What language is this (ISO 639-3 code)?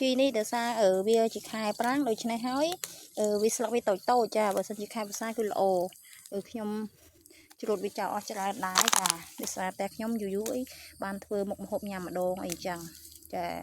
khm